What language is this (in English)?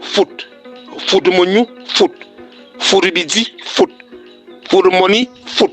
Fang